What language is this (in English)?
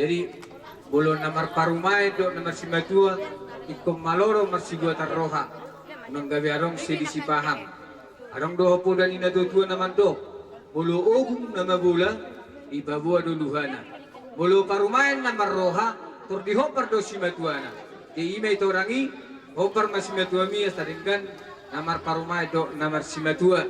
Batak Toba